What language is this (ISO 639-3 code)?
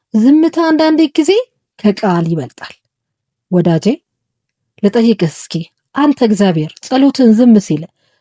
amh